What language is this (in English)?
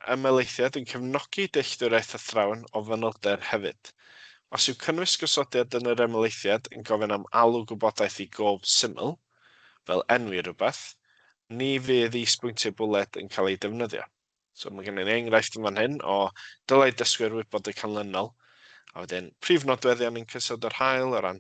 Welsh